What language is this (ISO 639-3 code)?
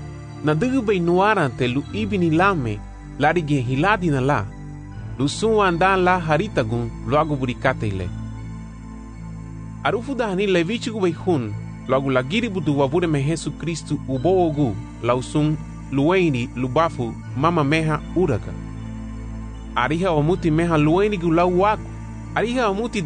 cab